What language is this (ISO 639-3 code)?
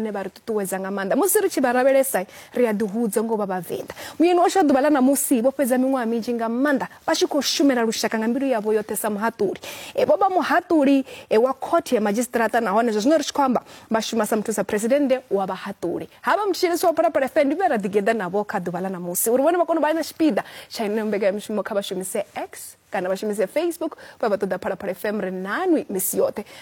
ven